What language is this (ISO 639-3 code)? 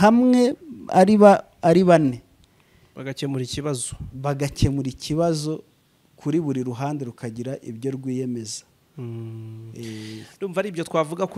kin